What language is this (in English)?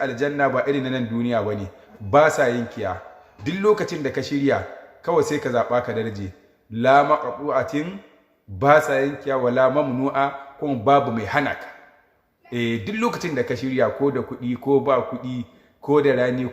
Hausa